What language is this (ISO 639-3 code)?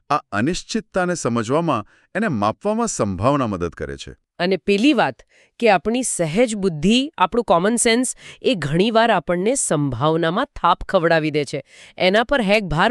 guj